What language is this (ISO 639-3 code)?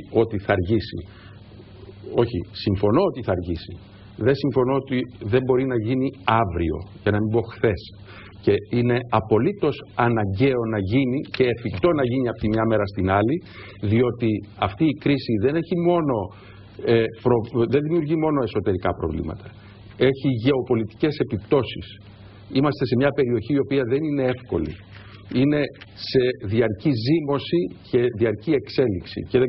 ell